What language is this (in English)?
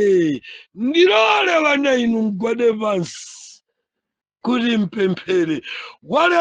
Nyanja